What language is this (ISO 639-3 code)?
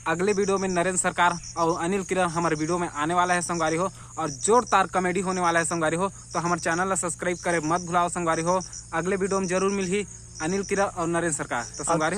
hne